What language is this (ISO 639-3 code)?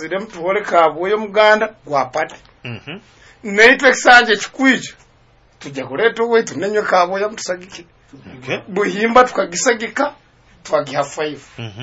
nyo